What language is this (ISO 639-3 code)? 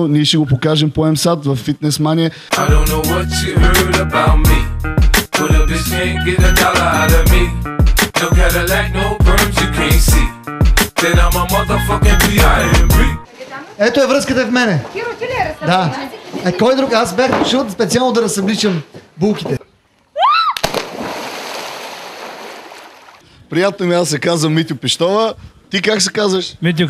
bul